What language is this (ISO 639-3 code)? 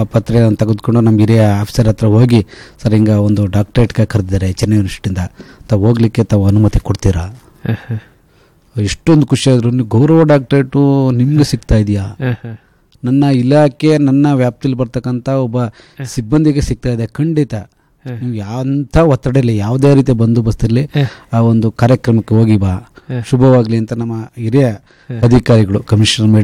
kan